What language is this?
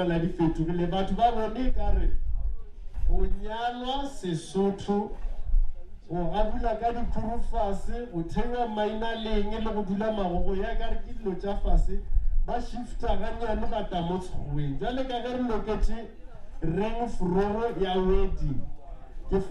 Northern Sotho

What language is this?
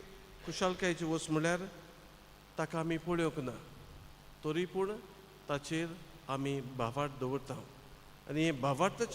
Konkani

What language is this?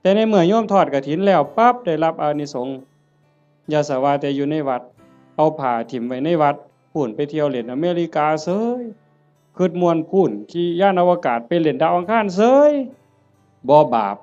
Northeastern Thai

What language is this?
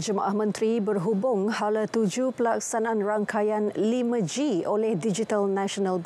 Malay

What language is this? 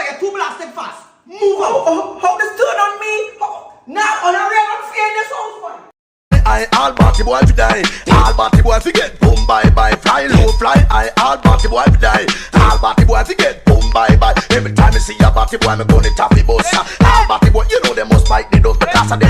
Jamaican Creole English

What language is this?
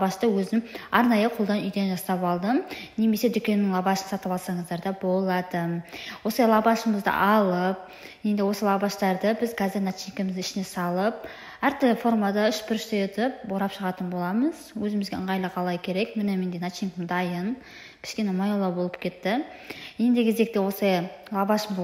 Kazakh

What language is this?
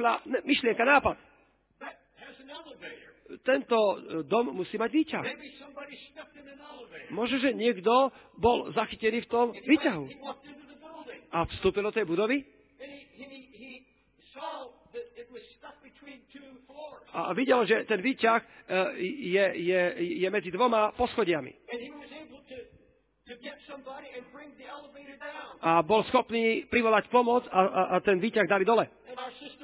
Slovak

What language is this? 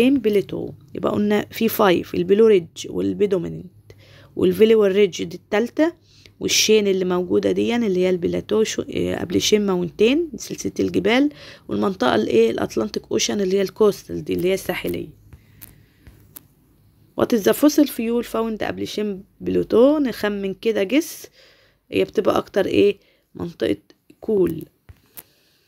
Egyptian Arabic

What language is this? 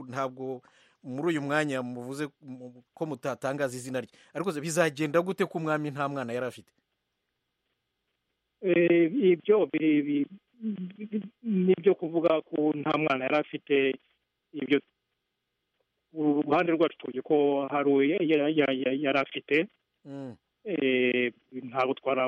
Kinyarwanda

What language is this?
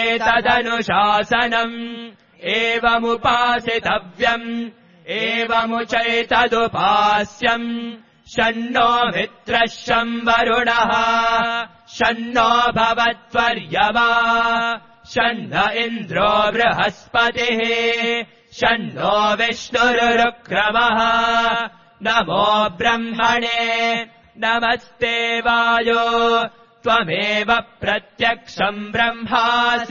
Sanskrit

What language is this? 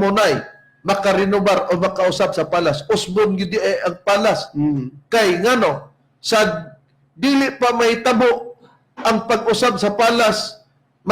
Cebuano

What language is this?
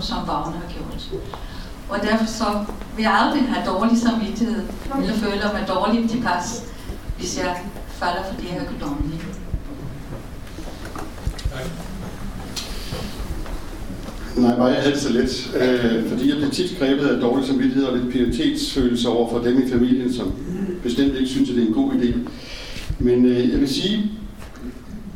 Danish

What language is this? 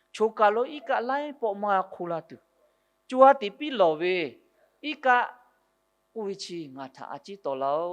Lahu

